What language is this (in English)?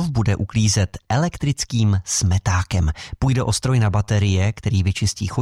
Czech